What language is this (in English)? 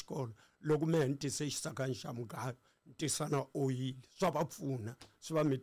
Tsonga